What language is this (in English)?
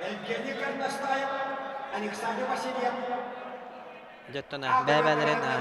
Yakut